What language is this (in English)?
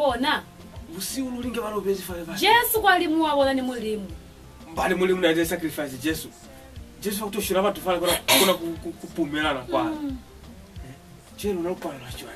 Lozi